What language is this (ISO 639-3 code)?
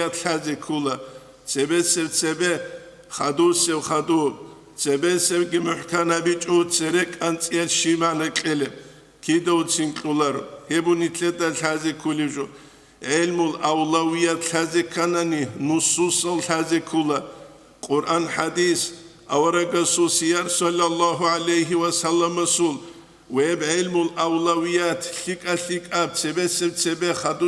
ava